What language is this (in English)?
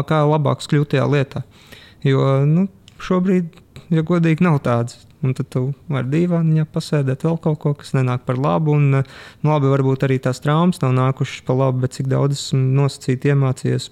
Latvian